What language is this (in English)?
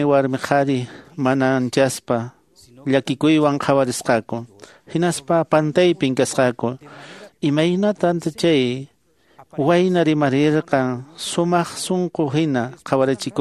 Quechua